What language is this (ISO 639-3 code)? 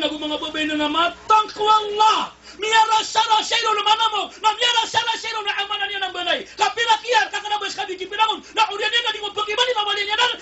mrw